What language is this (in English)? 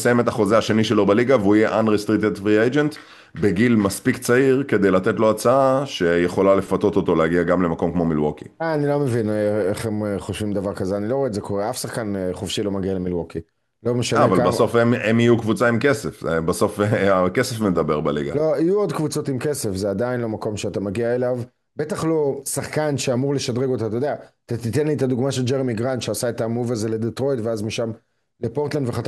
Hebrew